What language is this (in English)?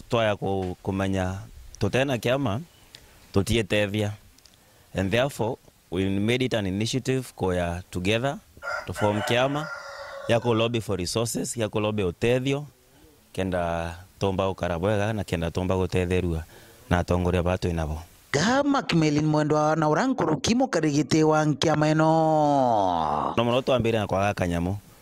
Meru